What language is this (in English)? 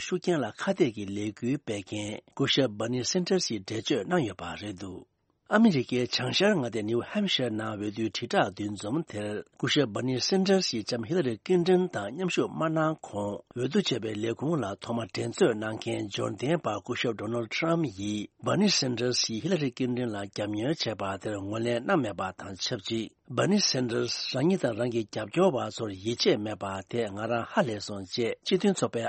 Tibetan